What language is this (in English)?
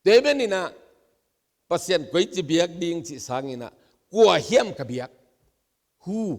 Tedim Chin